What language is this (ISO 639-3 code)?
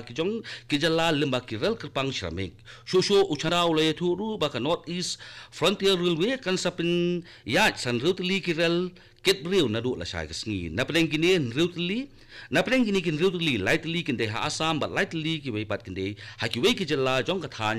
kha